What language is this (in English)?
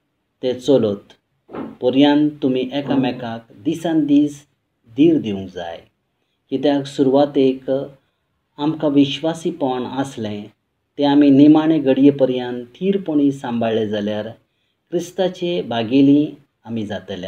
Konkani